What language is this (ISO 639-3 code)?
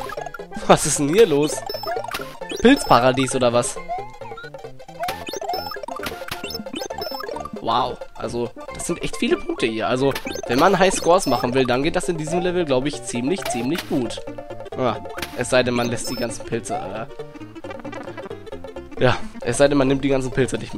deu